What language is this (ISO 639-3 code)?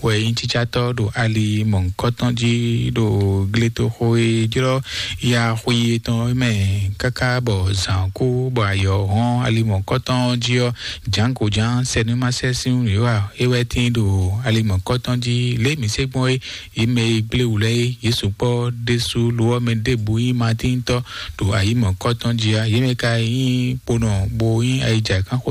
fon